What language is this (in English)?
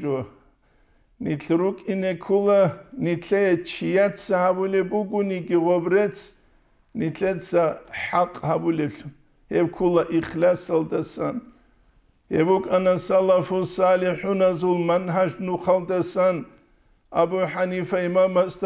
Avaric